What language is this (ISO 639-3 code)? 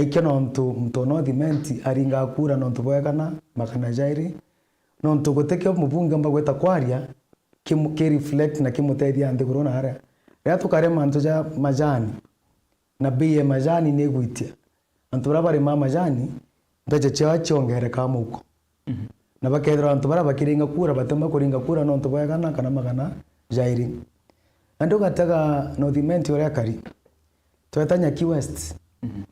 mer